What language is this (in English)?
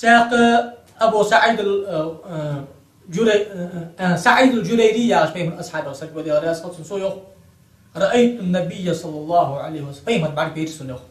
Ingush